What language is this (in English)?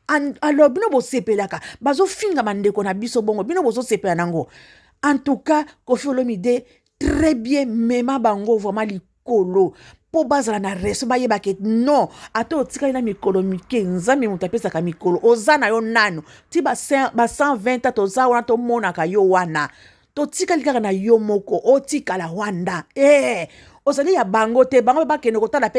Lingala